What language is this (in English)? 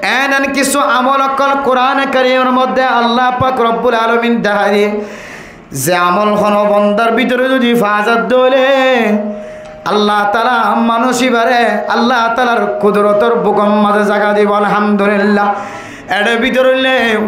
Rohingya